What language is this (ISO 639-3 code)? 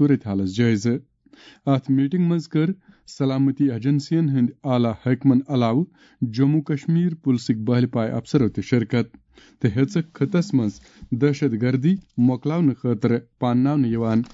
kas